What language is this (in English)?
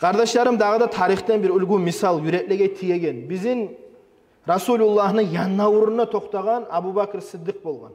Kumyk